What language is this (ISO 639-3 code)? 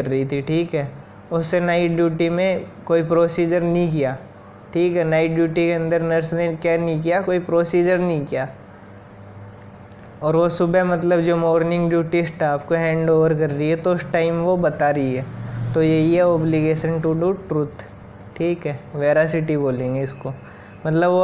hin